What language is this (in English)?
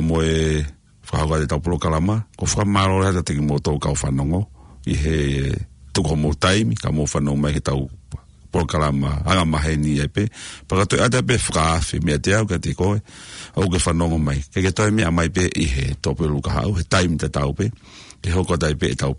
Tongan